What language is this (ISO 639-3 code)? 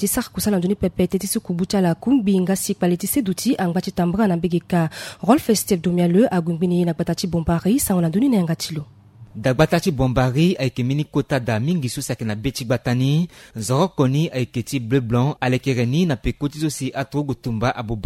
sag